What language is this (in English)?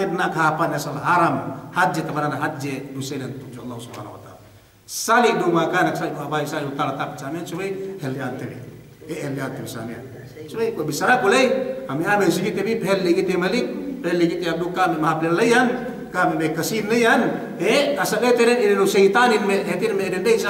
Yakan